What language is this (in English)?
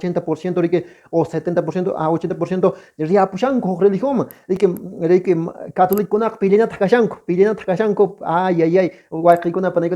Quechua